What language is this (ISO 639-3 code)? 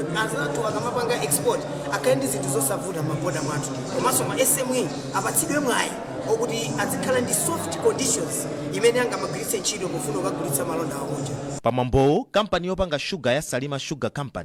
nya